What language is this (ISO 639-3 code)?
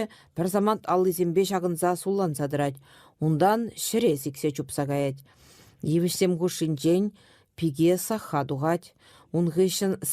chv